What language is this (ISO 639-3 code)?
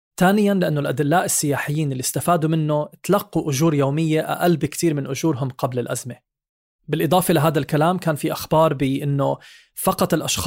apc